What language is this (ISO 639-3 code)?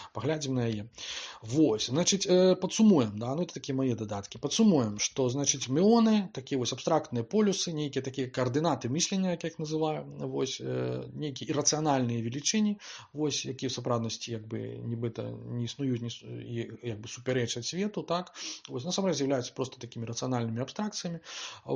bel